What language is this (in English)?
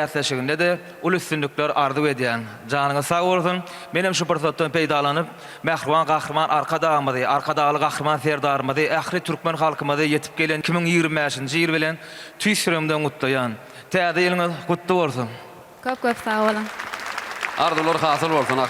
Turkmen